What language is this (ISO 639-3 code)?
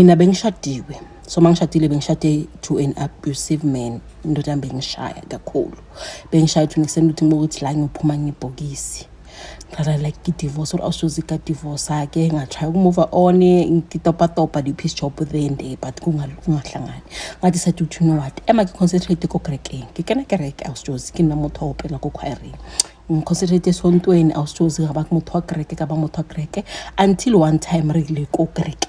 zul